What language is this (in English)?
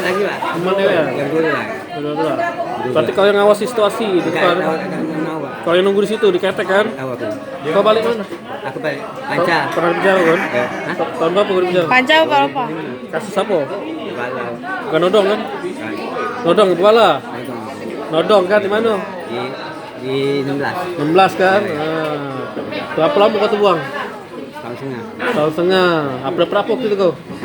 Musi